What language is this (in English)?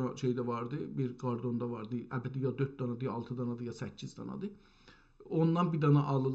South Azerbaijani